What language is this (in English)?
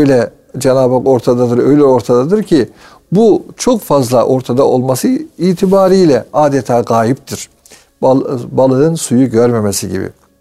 Turkish